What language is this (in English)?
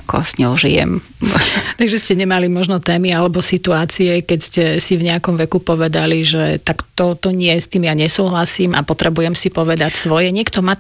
Slovak